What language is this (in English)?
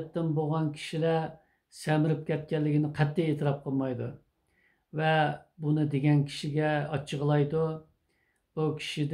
Uyghur